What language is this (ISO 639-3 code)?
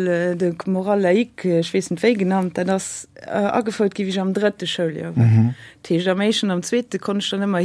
ltz